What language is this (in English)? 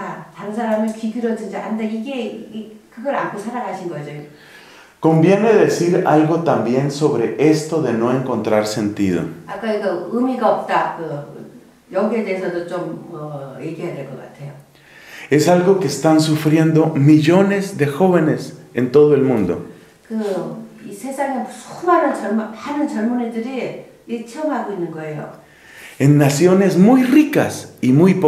Korean